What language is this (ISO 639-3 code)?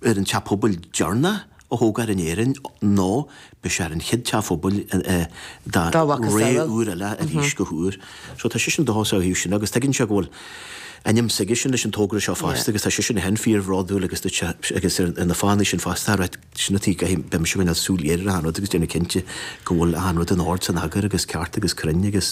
gle